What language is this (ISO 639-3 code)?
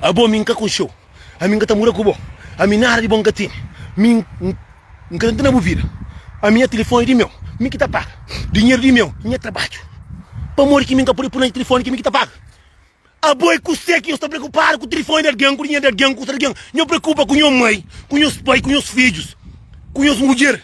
kea